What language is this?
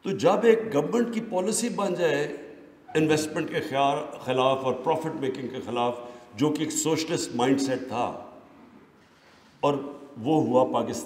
Urdu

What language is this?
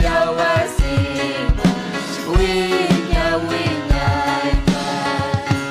Ayacucho Quechua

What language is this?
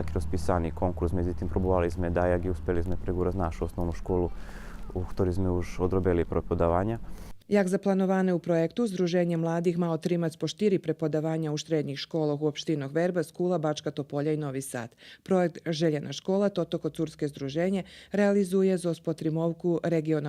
Rusyn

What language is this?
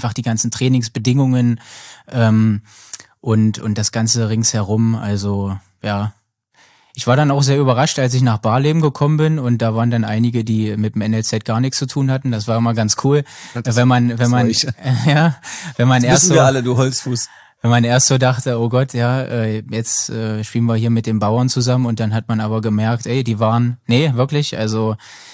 German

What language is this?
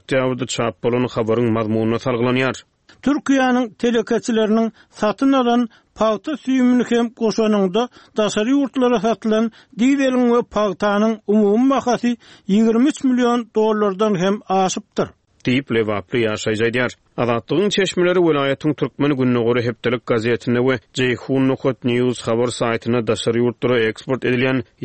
Turkmen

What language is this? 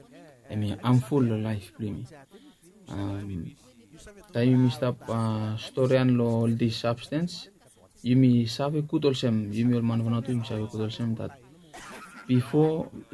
Bislama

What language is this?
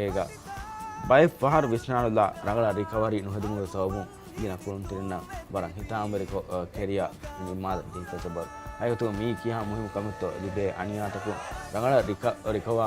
Divehi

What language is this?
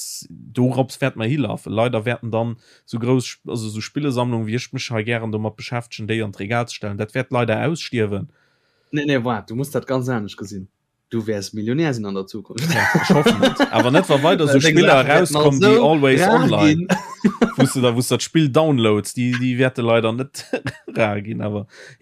Luxembourgish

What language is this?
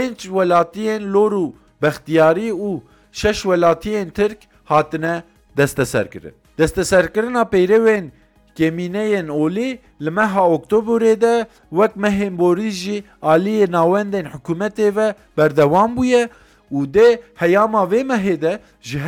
Kurdish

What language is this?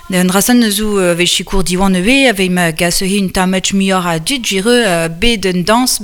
Breton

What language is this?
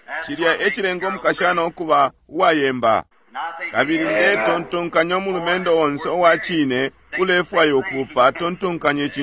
Bemba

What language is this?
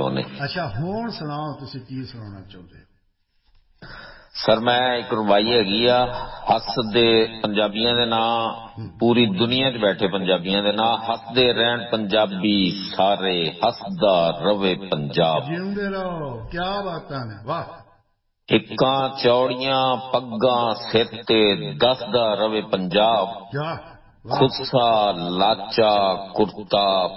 Punjabi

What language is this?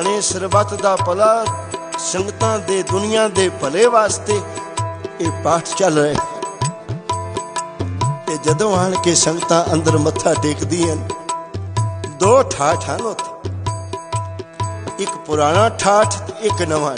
Punjabi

